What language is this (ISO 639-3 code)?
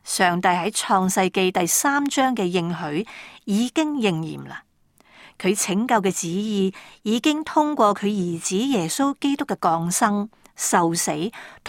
yue